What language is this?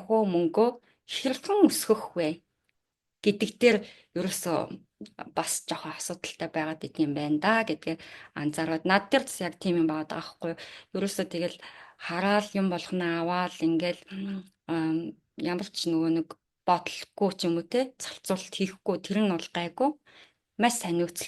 Mongolian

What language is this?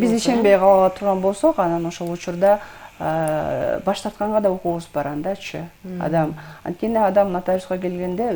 Kyrgyz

